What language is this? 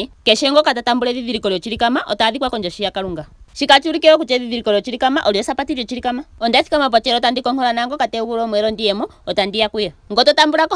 Ndonga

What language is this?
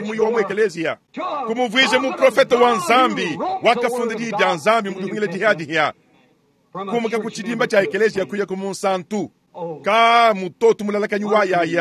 Luba-Lulua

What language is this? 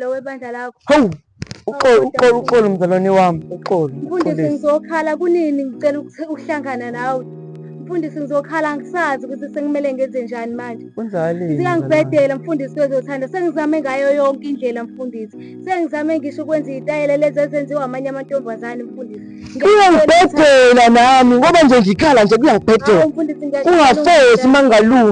Zulu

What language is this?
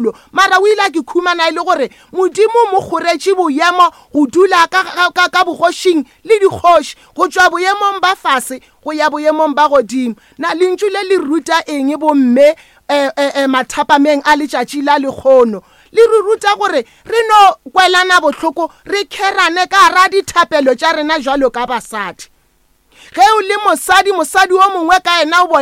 Northern Sotho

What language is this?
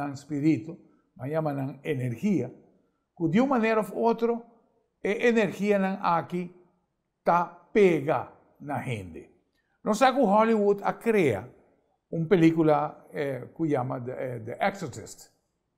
Papiamento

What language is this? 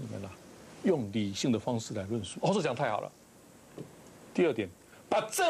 Chinese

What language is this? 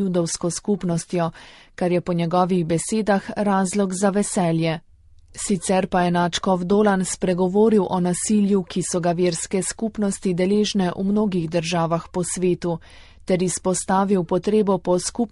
Slovenian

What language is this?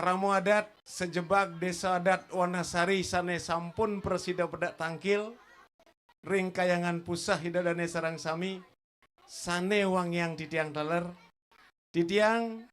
Balinese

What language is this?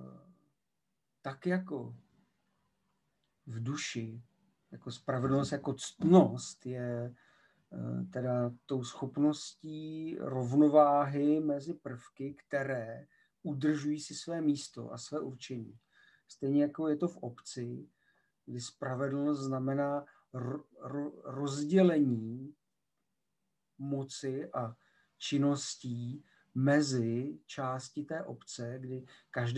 Czech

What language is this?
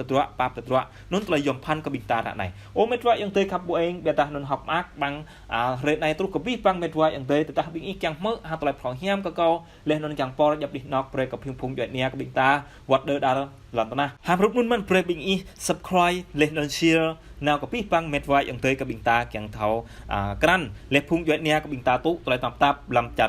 Jarai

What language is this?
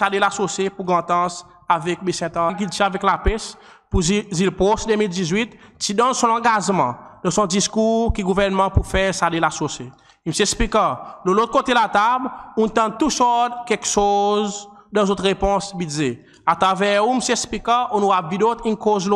Seselwa Creole French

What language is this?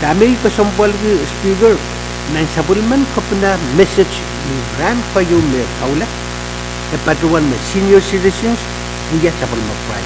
Pohnpeian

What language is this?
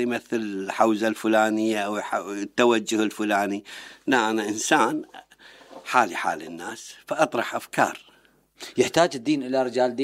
Mesopotamian Arabic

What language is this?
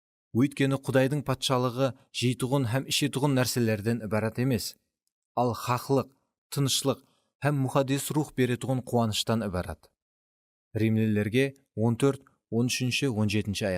Kara-Kalpak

